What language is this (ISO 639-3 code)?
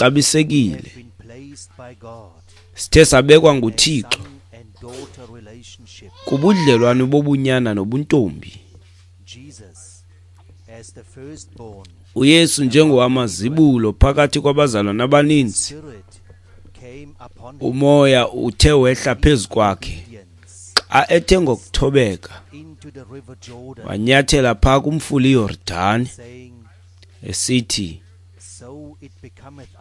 xho